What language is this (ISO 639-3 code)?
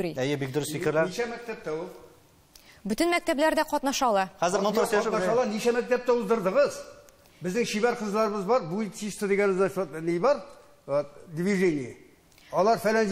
tat